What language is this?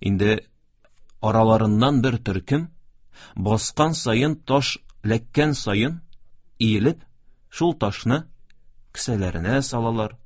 Tatar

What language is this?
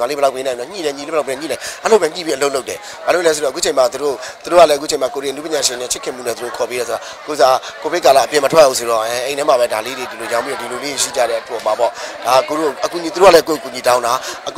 Burmese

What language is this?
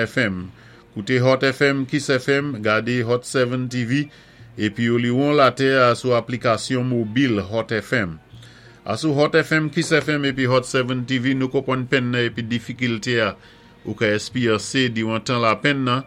Saint Lucian Creole French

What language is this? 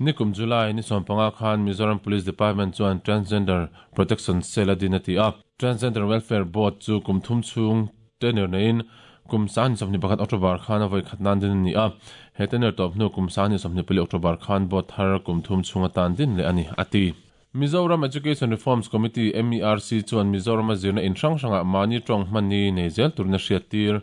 Mizo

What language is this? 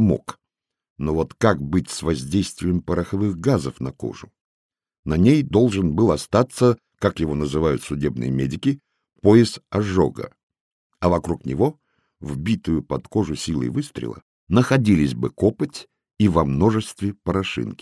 Russian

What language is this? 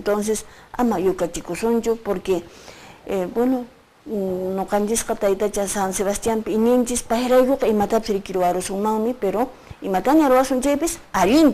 Quechua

